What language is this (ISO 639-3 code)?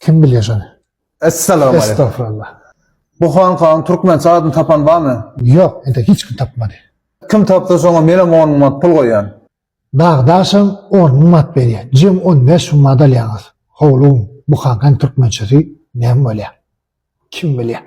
tuk